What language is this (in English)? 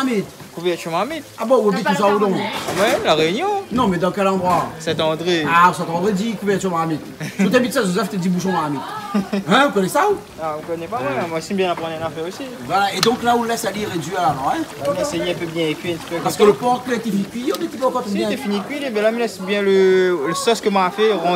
Réunion Creole French